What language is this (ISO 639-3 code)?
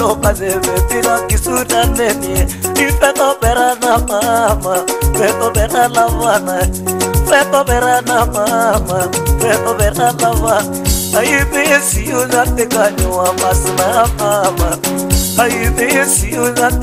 luo